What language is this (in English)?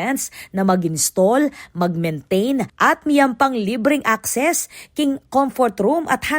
Pampanga